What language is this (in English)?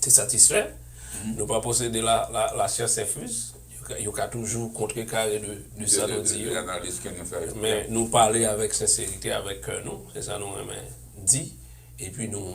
Haitian Creole